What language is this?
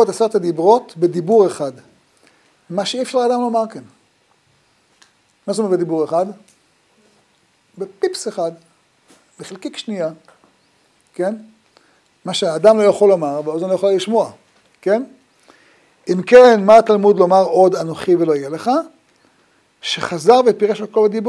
Hebrew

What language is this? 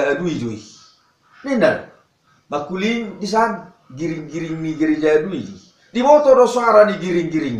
Batak Toba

